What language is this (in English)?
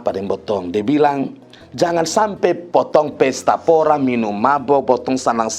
Kupang Malay